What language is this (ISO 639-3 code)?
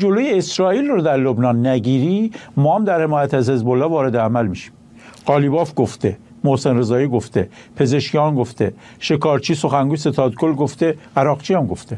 fas